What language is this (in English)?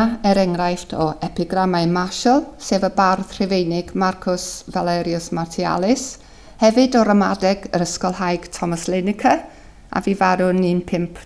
Welsh